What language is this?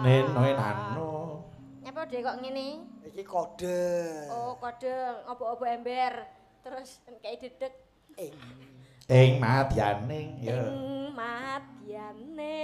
Javanese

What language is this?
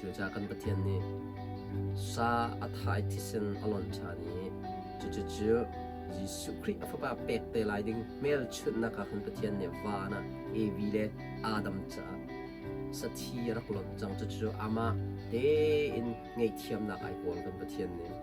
Hakha Chin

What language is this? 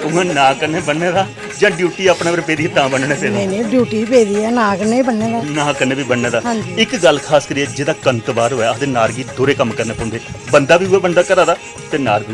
Dogri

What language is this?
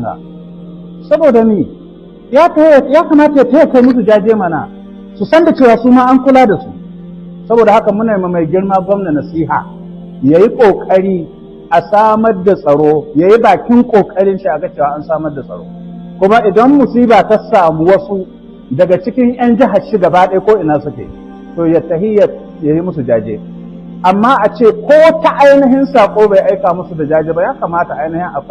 Hausa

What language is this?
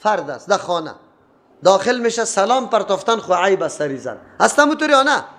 Persian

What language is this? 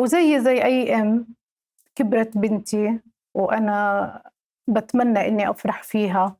North Levantine Arabic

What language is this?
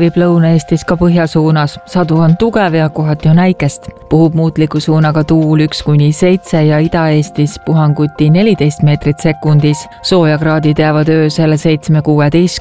Estonian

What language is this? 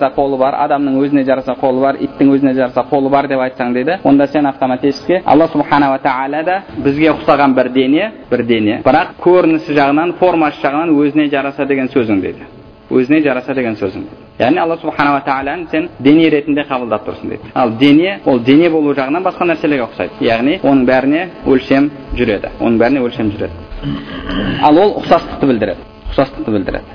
Kazakh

